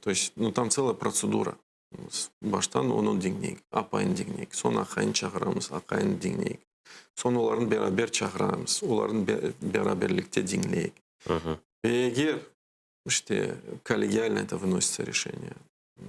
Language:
Crimean Tatar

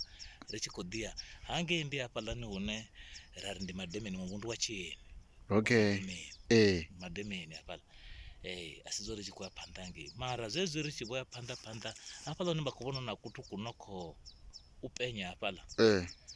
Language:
Venda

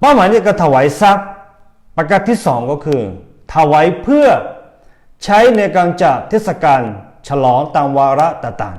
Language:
Akha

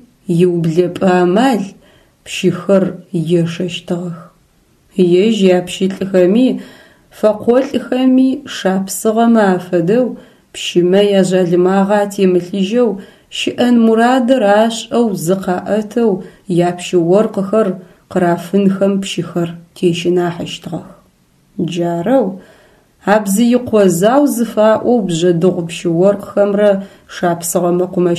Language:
Adyghe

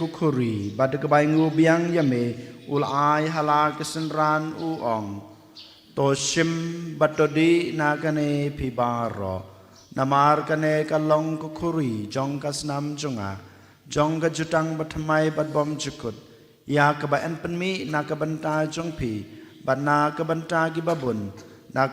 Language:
Khasi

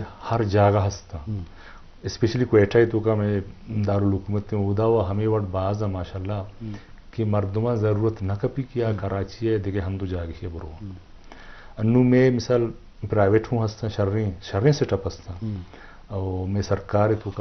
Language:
Eastern Balochi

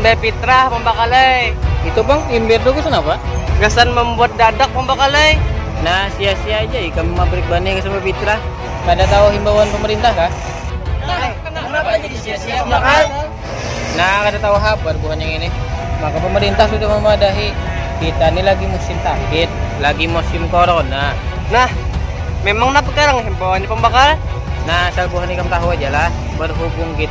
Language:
Banjar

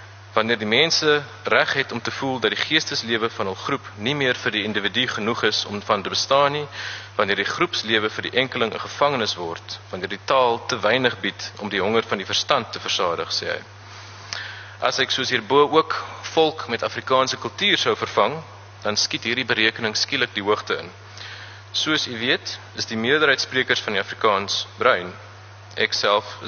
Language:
Afrikaans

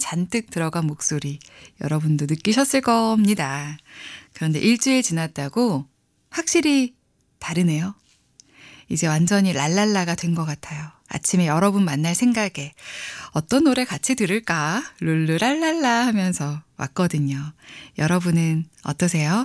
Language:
Korean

